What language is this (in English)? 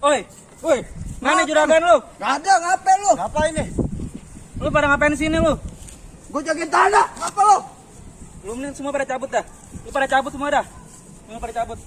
Betawi